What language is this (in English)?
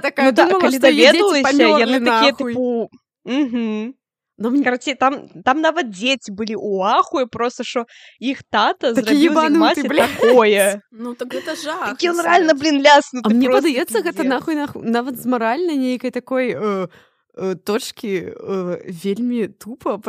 Belarusian